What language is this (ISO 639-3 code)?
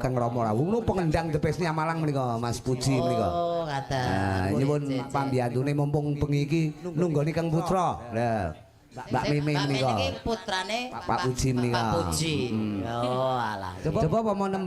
jav